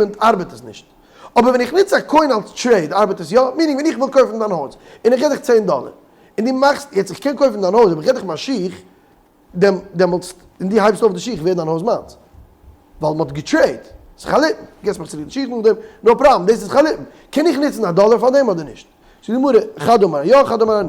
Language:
Yiddish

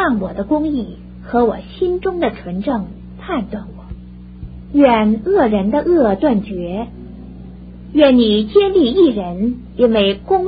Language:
Chinese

